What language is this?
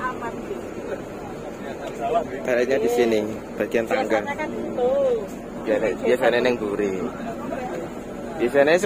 Indonesian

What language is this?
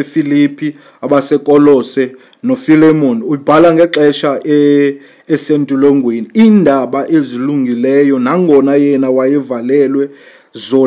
Xhosa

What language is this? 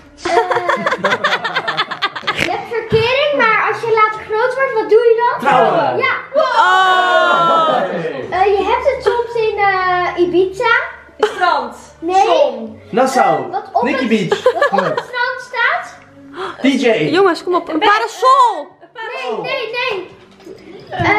Dutch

